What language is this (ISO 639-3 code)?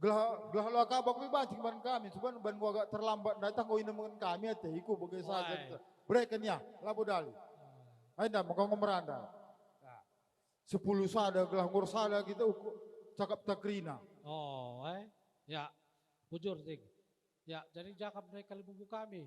btx